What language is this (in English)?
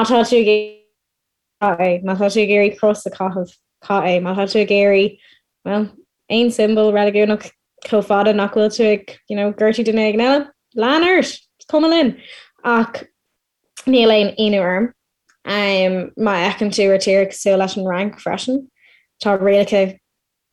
Irish